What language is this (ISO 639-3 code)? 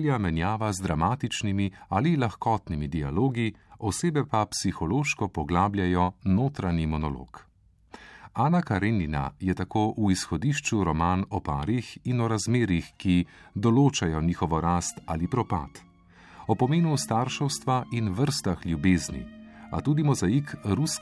slv